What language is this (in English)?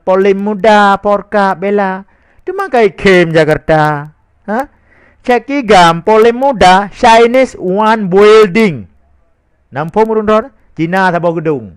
Achinese